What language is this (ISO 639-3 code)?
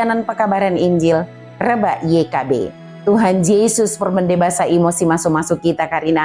btd